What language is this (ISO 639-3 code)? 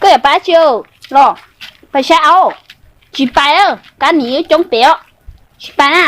hmn